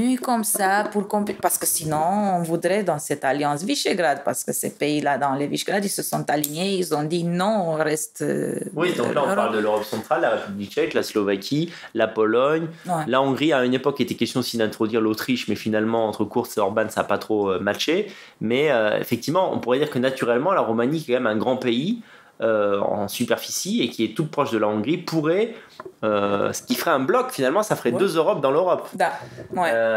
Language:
French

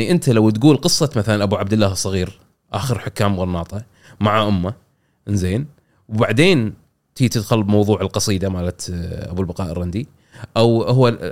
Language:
Gulf Arabic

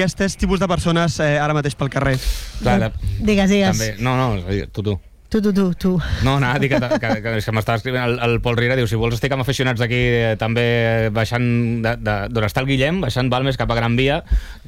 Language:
Catalan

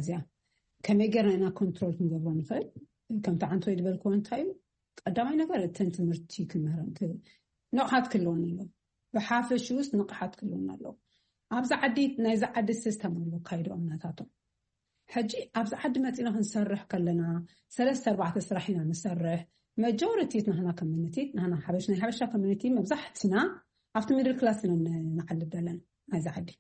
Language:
Tigrinya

